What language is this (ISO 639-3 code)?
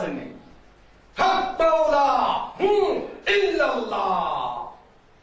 syl